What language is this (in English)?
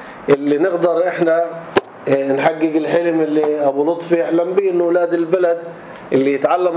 North Levantine Arabic